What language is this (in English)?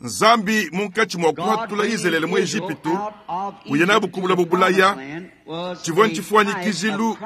Luba-Lulua